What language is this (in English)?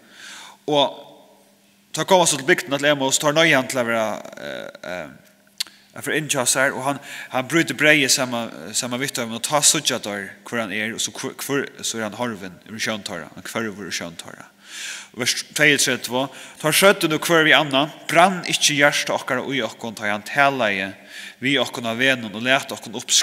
Faroese